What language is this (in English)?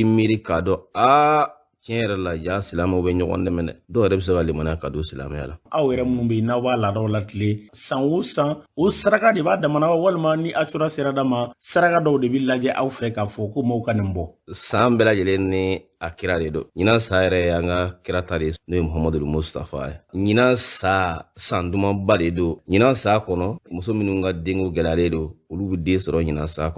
Bambara